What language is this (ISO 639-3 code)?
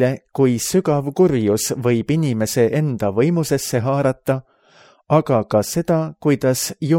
est